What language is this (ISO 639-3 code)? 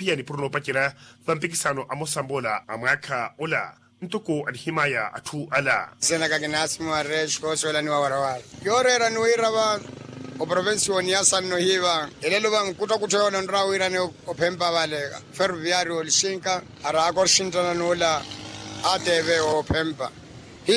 vmw